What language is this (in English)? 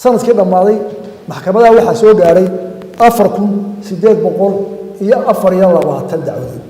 Somali